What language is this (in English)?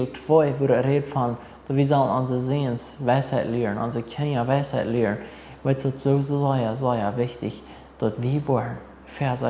Plautdietsch